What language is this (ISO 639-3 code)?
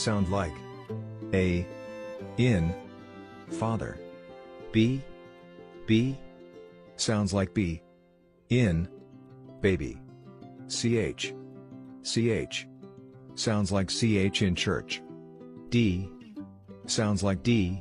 tsn